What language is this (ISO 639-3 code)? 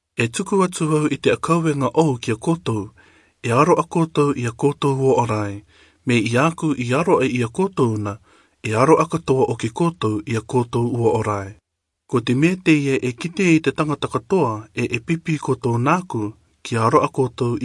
rar